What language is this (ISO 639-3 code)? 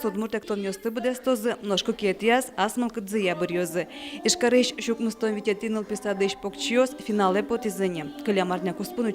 udm